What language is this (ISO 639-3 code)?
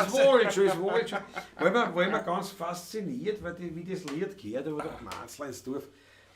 bar